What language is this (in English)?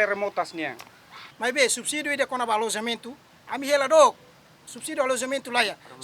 Tetum